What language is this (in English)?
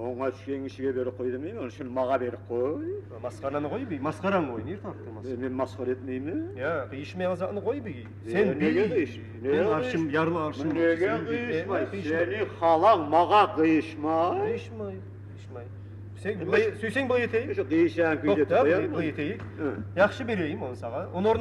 Kumyk